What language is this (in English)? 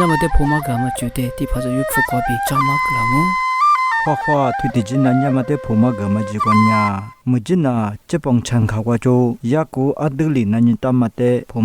Lisu